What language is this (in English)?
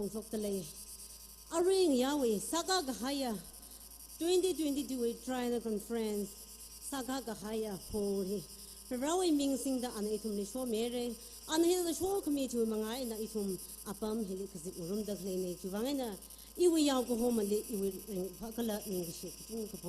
Tangkhul Naga (India)